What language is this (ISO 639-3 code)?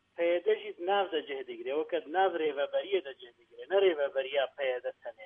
kur